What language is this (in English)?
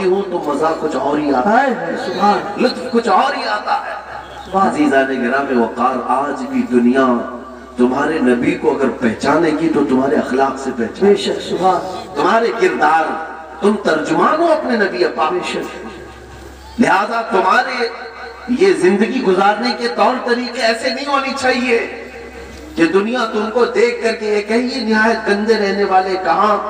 Urdu